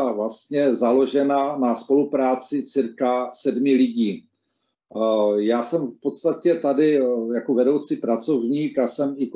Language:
Czech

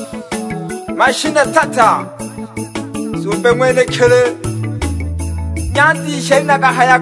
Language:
Swahili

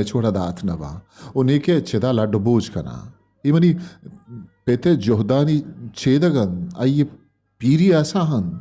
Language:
Eastern Balochi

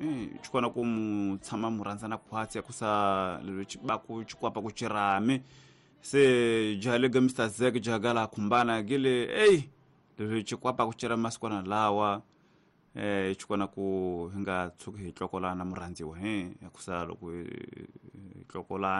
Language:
Tsonga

